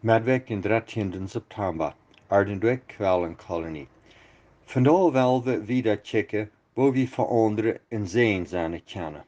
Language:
Plautdietsch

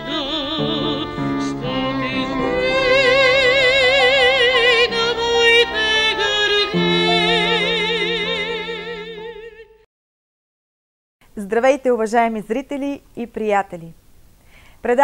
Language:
Bulgarian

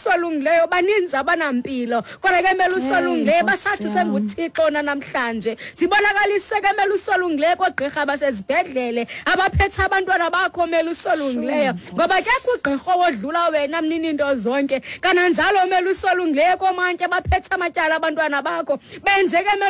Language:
Xhosa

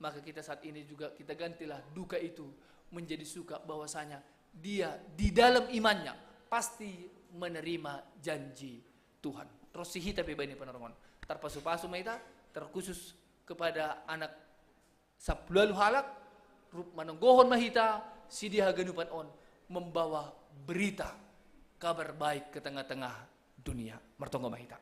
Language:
Batak Simalungun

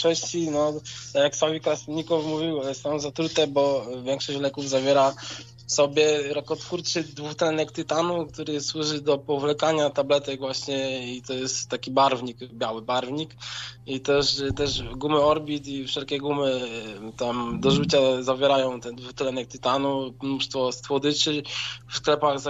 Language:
Polish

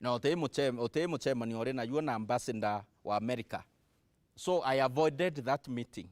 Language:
Meru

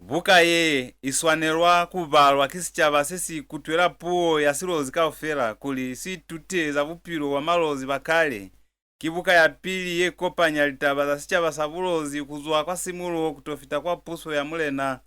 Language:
Lozi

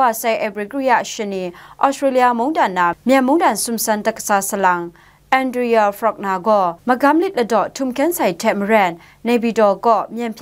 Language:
Kachin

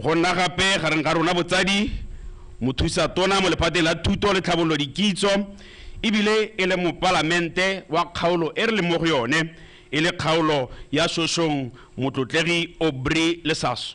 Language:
Tswana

